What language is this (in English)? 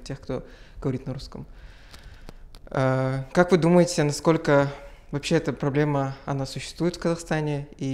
Russian